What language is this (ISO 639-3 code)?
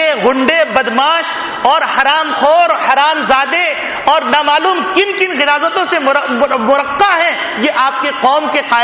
urd